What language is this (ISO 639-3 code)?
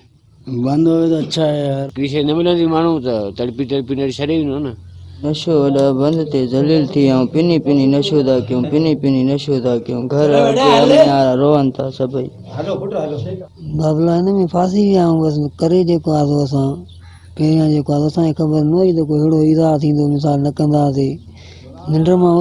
snd